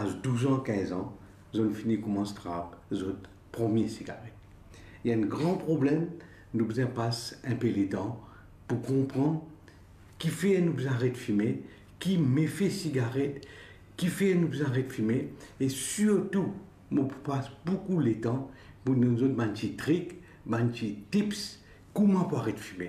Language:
Morisyen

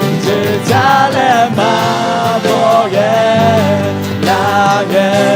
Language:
Akha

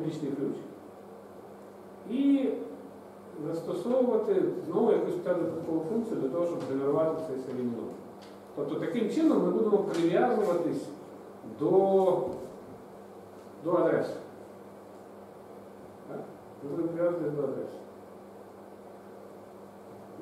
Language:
Ukrainian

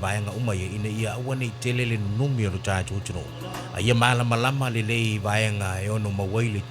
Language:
Samoan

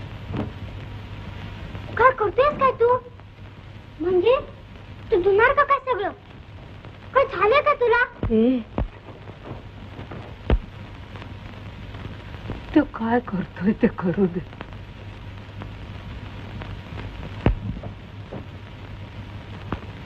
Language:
Marathi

